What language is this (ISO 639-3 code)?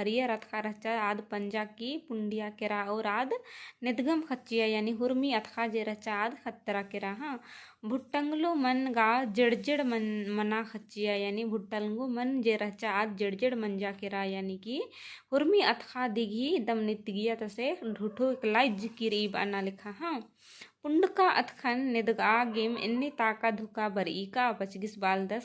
kru